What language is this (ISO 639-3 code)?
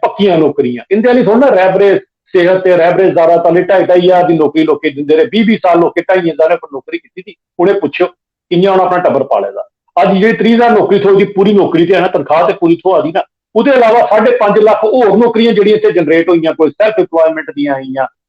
doi